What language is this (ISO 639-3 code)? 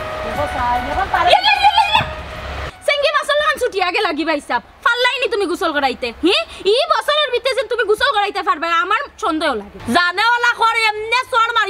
syl